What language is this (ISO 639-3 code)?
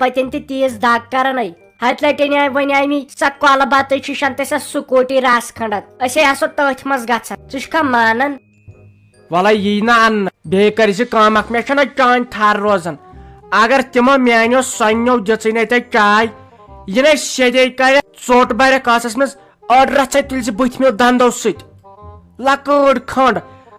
kas